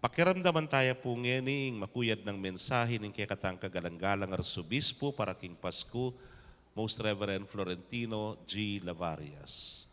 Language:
Pampanga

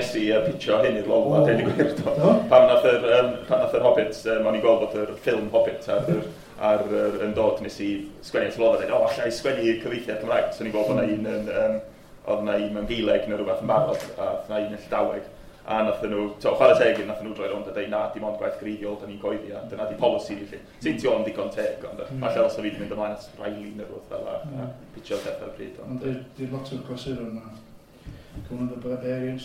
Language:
Welsh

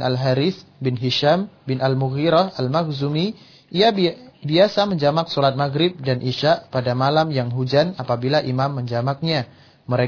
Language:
Indonesian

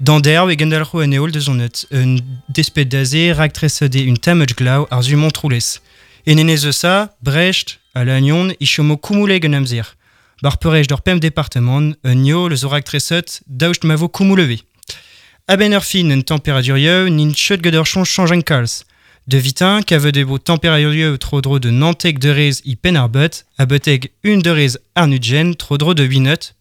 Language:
Breton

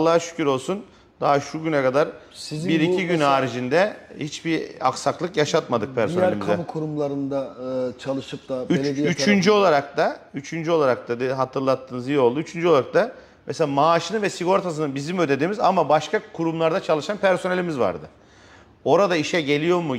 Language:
Turkish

